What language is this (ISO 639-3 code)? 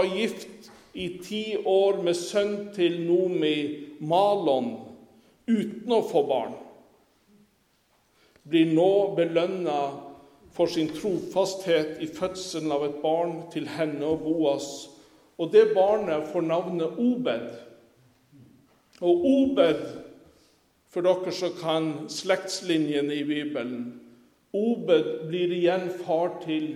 nor